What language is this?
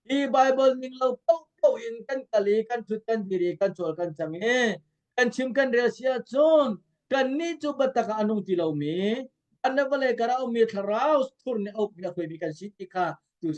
Hakha Chin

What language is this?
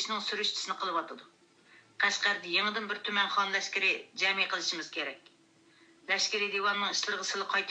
Uyghur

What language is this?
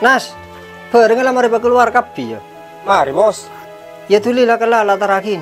Madurese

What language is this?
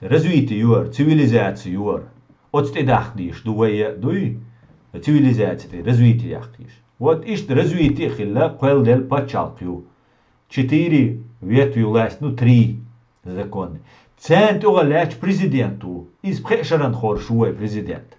Chechen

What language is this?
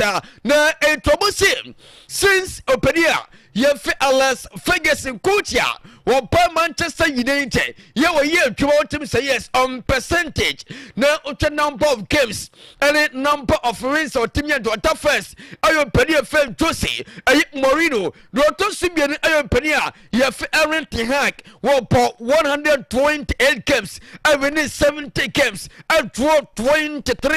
Akan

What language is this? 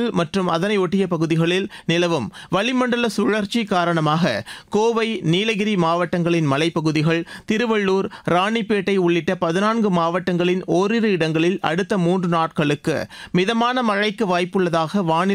Tamil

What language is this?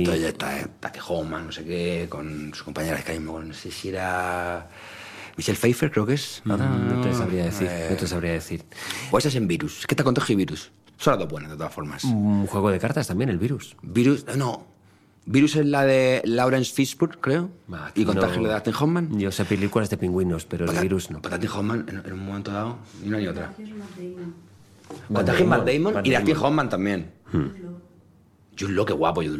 Spanish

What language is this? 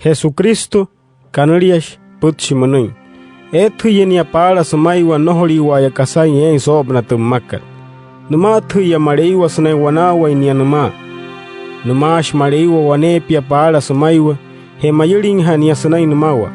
Wayuu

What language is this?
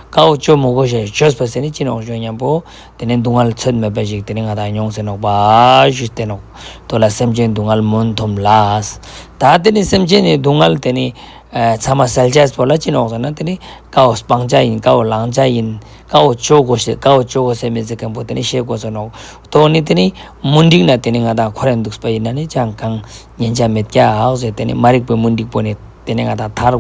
Ladakhi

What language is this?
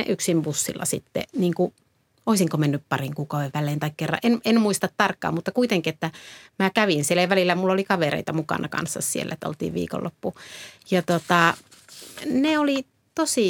Finnish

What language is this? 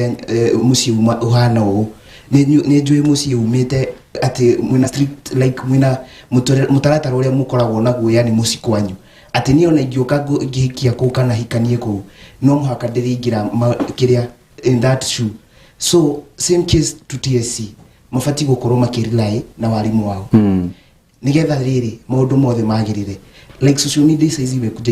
Kikuyu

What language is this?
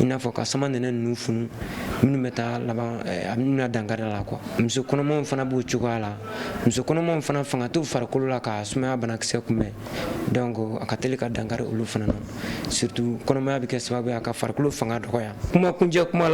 Bambara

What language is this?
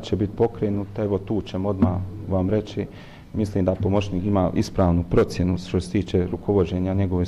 Bosnian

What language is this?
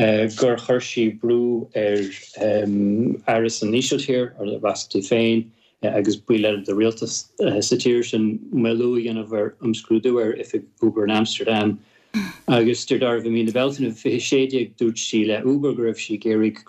Irish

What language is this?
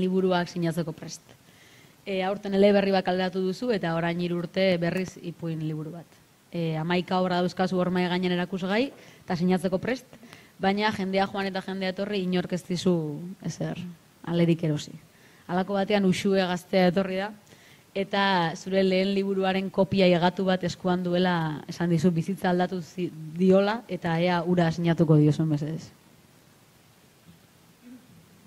Basque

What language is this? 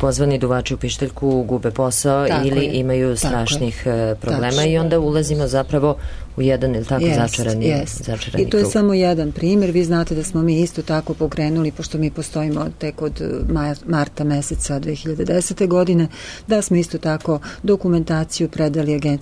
Serbian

